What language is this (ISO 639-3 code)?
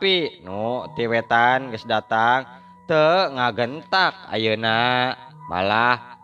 sun